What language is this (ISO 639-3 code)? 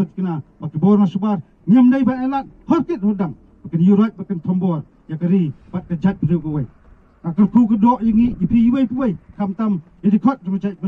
kha